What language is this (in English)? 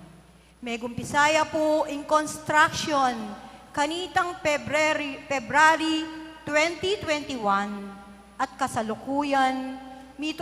Pampanga